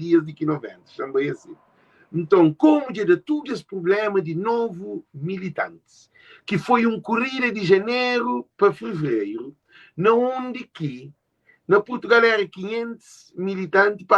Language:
Kabuverdianu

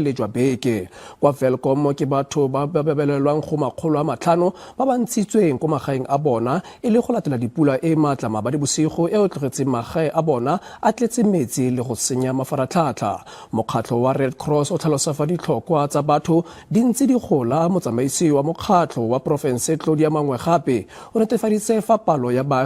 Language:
Tswana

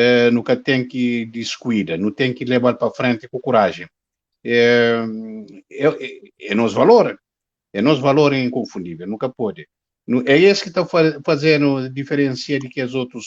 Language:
Kabuverdianu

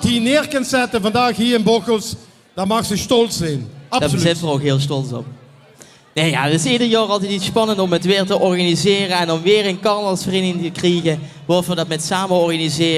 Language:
Limburgish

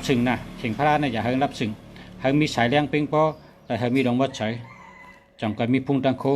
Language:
Shan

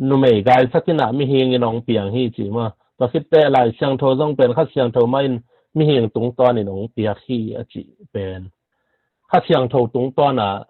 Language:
Tedim Chin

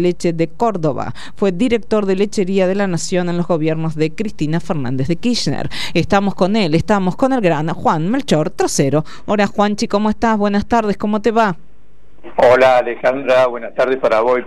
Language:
Spanish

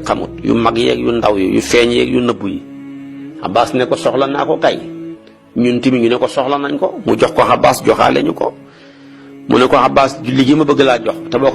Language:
Wolof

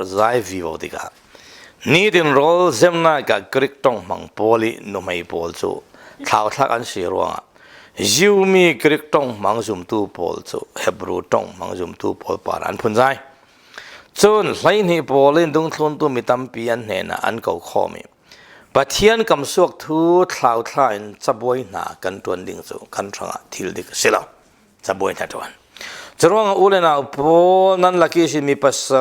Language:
Falam Chin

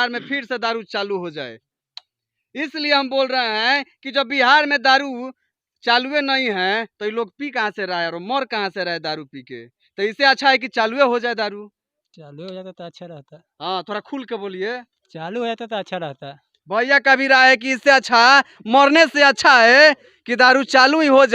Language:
Bhojpuri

